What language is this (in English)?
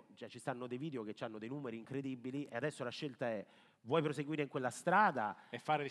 Italian